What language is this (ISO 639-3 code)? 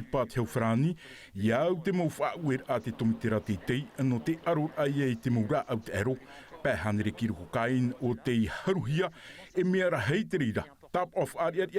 tah